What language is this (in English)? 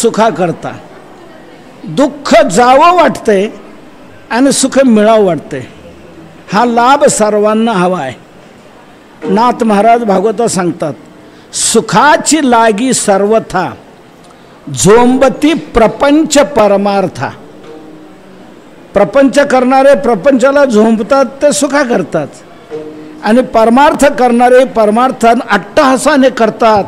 Marathi